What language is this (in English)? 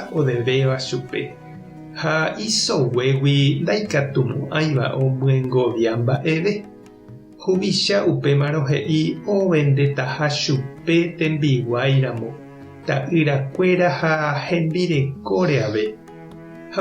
Guarani